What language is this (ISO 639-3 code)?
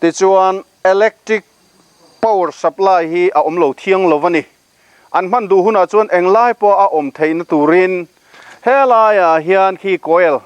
lus